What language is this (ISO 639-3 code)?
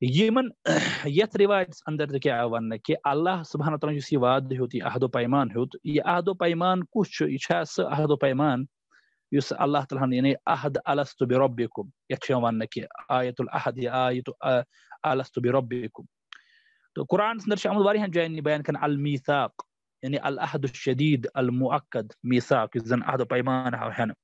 kas